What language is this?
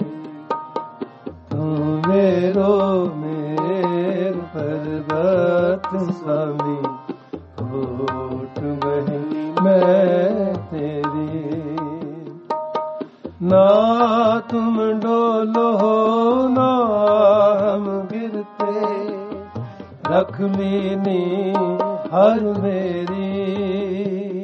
Punjabi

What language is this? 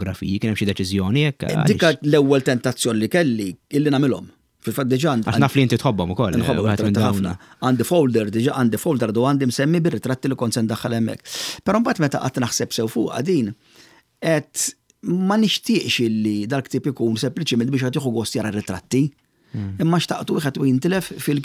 Maltese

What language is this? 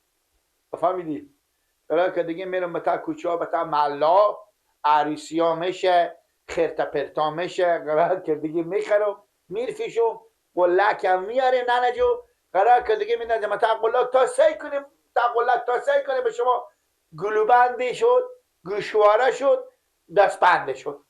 Persian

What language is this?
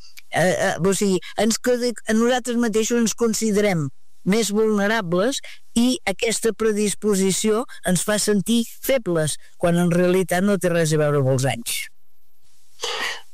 Catalan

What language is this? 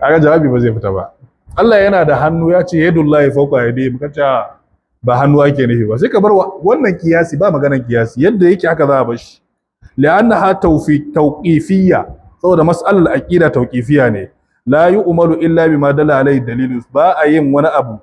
Hausa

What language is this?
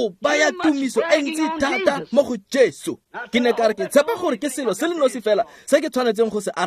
Tswana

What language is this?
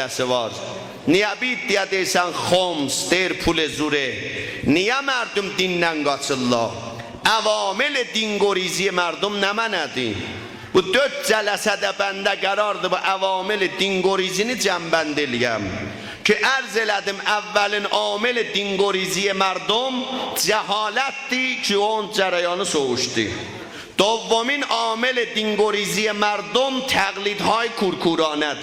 South Azerbaijani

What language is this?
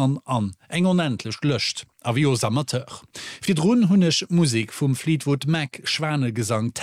Luxembourgish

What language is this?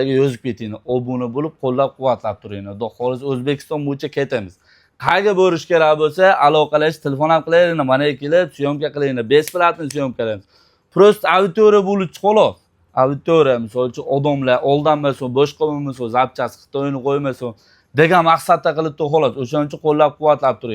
Uzbek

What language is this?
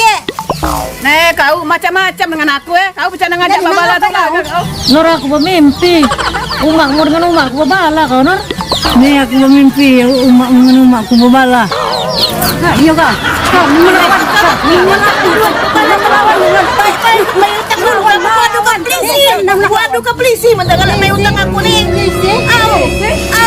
Musi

